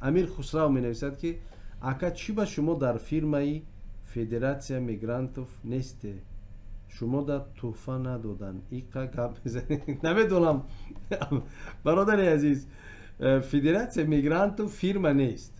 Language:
Tajik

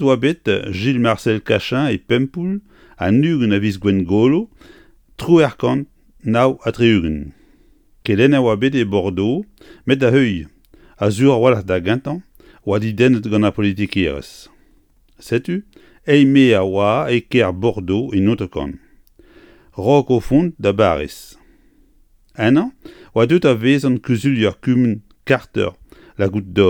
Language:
Breton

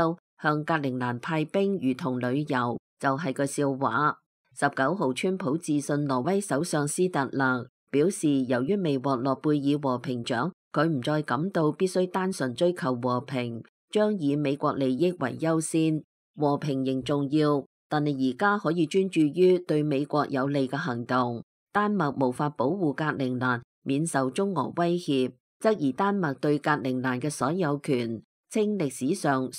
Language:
Cantonese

